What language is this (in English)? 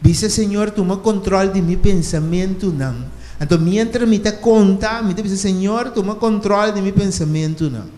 Papiamento